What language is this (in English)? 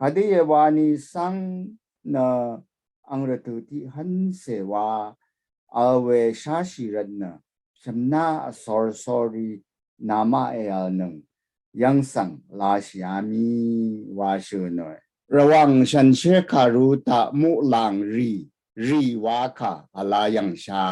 Rawang